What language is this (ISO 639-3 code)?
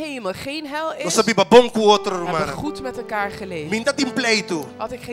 pap